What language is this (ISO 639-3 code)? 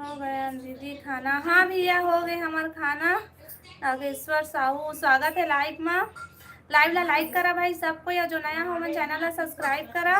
hne